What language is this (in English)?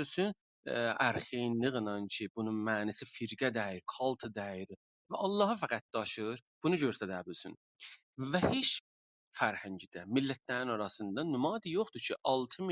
South Azerbaijani